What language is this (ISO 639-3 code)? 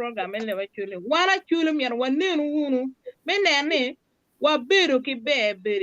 ach